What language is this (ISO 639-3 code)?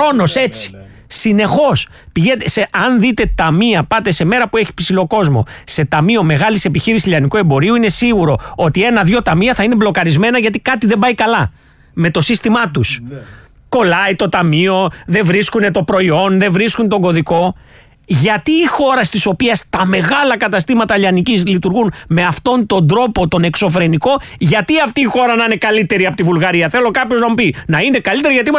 ell